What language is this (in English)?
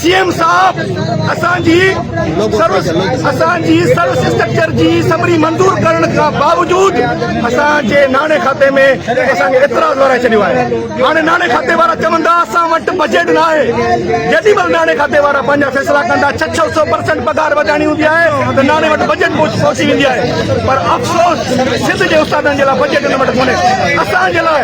Sindhi